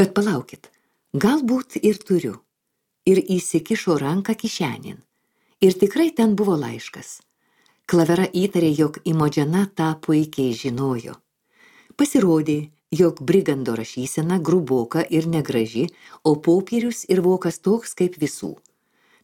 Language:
Lithuanian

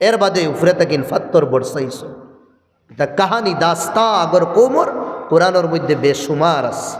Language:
Sylheti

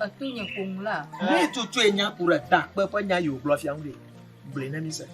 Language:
Ewe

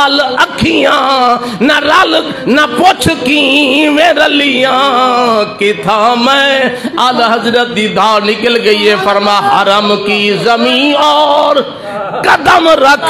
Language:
Saraiki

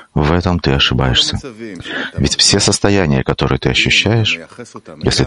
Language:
Russian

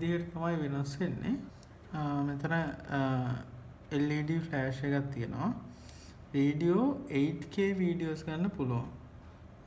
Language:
Sinhala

